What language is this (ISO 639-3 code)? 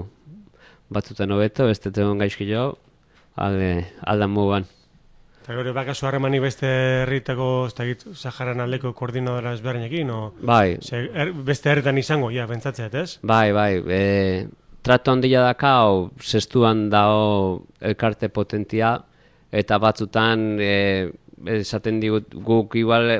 eus